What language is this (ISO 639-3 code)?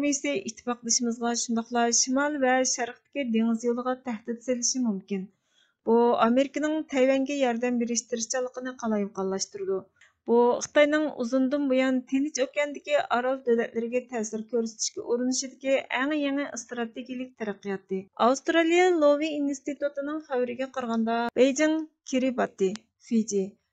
uig